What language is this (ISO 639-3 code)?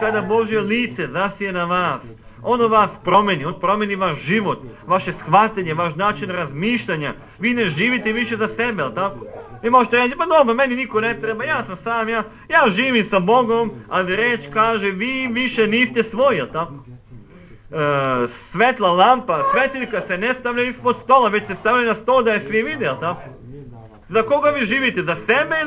srp